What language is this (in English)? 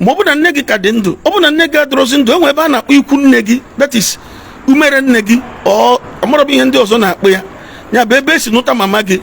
Igbo